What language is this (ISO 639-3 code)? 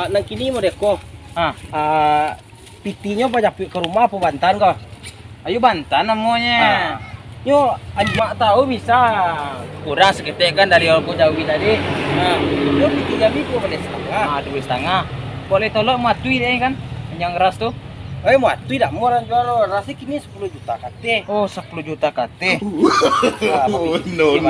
min